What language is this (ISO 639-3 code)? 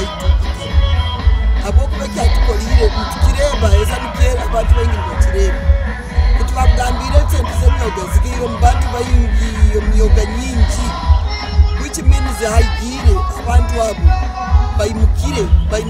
nyn